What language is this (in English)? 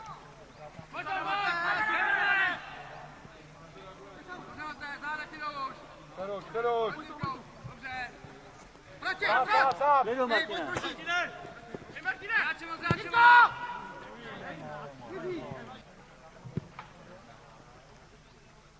Czech